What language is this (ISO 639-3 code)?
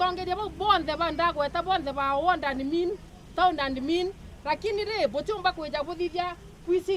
mer